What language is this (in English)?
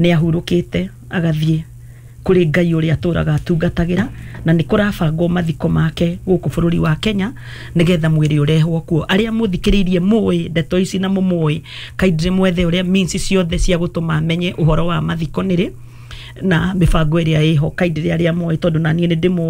Kikuyu